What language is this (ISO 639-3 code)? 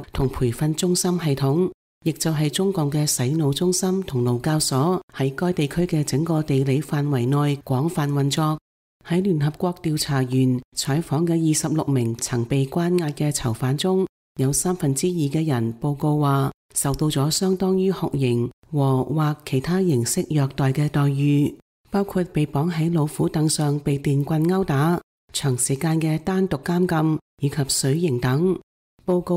yue